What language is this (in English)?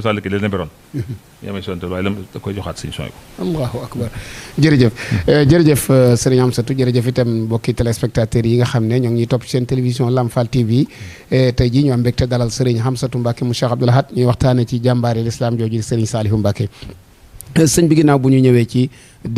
Wolof